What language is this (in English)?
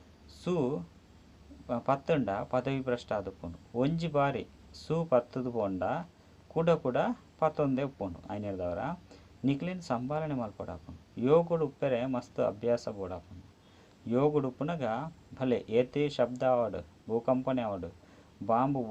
Tulu